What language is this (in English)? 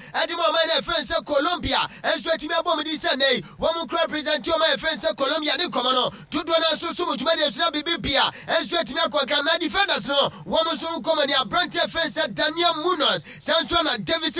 Akan